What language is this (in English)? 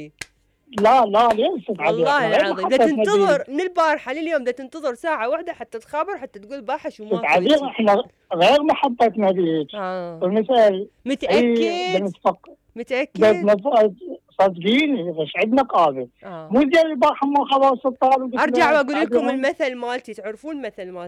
Mesopotamian Arabic